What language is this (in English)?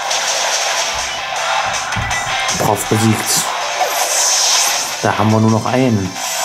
German